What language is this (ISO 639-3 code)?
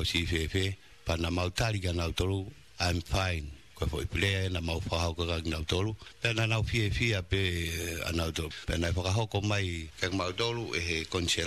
ton